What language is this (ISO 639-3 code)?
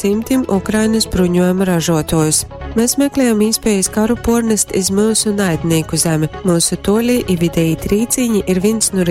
ltg